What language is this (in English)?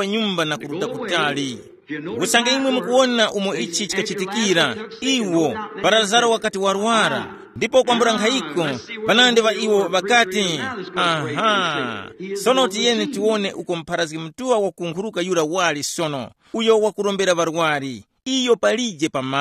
Tumbuka